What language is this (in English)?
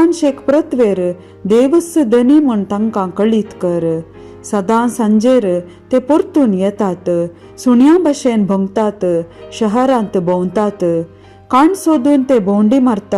Konkani